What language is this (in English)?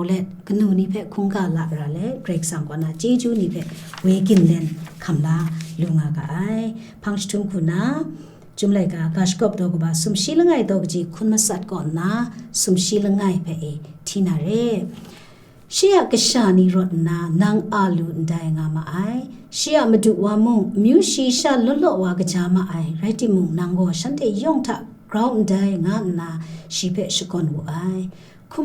Kachin